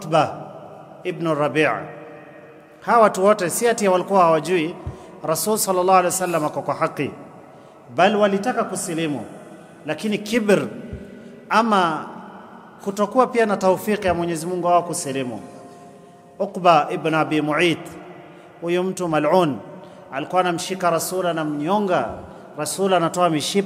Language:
Swahili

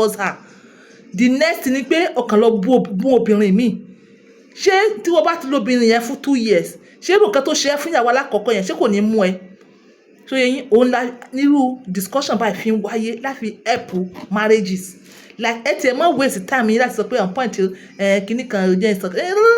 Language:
Yoruba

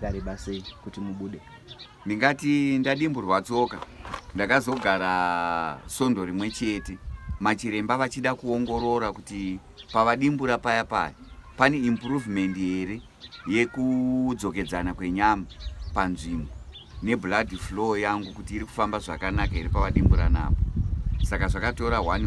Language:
Shona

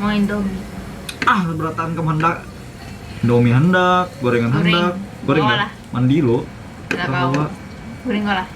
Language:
Banjar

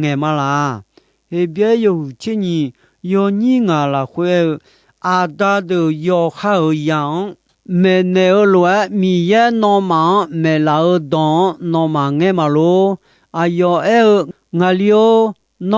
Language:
Akha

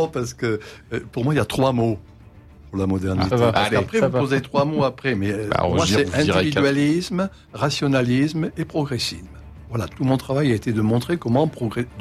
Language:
French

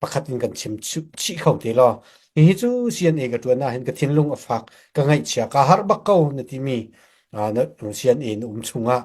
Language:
Hakha Chin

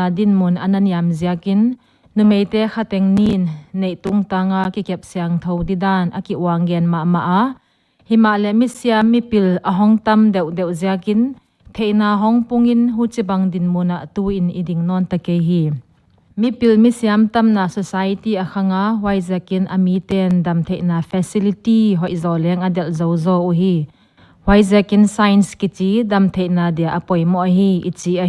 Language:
Paite Chin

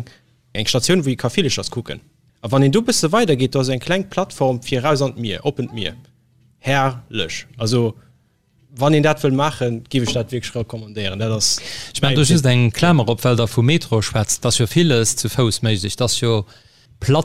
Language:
Luxembourgish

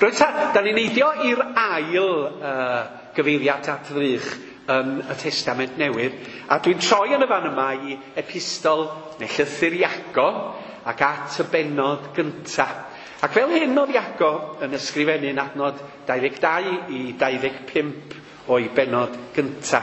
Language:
Welsh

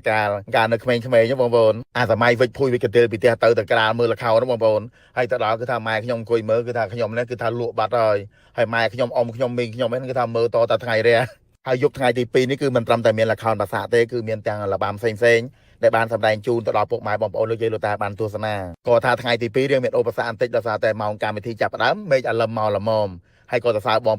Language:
Khmer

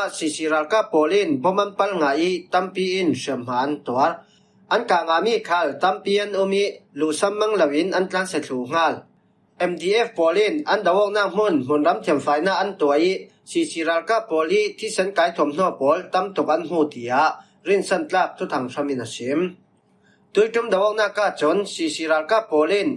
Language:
Falam Chin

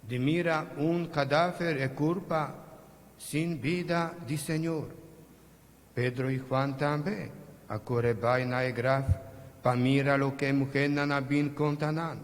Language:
Papiamento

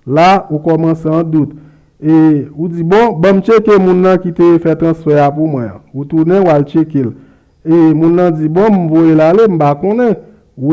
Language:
Haitian Creole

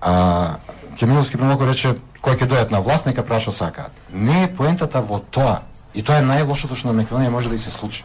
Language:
Macedonian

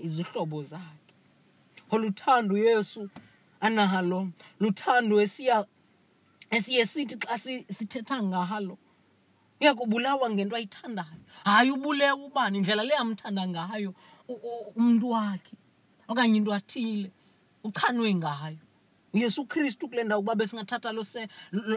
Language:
Xhosa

